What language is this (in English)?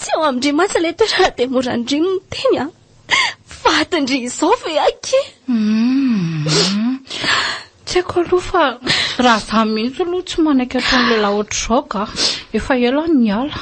Malagasy